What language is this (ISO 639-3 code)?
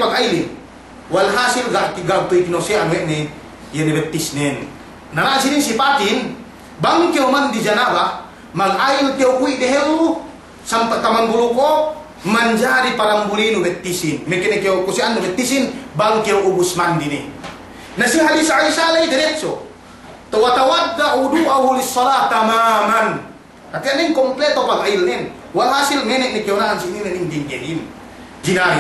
yka